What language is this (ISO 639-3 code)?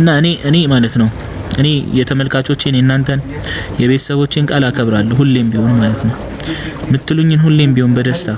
amh